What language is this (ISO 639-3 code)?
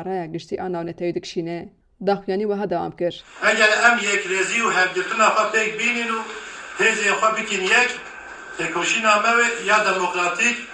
kur